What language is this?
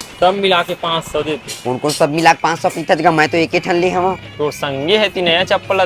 Chhattisgarhi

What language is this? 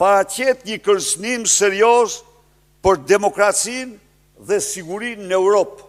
Albanian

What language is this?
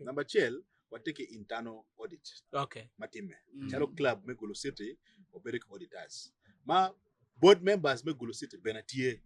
Acoli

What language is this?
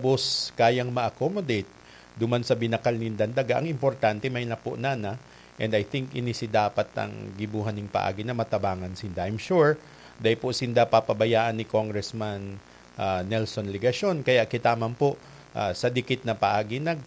Bikol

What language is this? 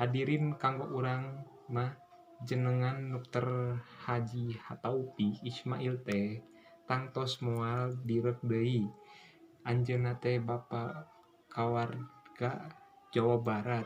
Sundanese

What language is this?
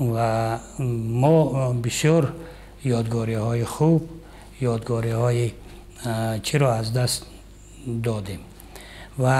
Tajik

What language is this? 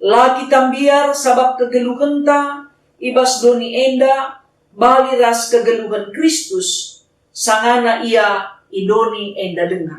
Batak Karo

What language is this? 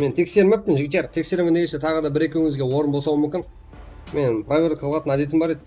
Kara-Kalpak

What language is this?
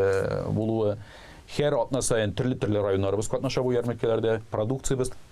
Tatar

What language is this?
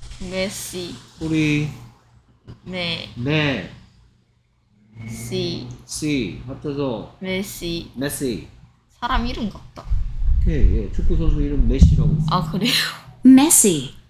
Korean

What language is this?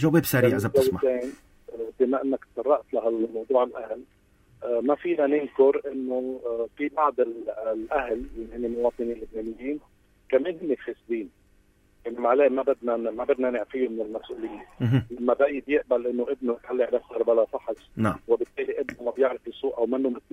North Levantine Arabic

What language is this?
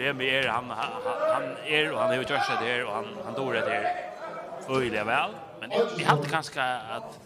Faroese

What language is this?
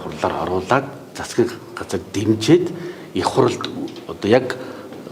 Mongolian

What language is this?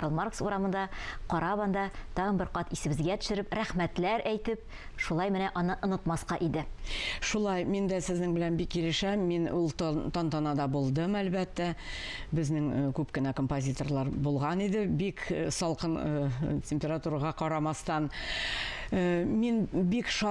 Tatar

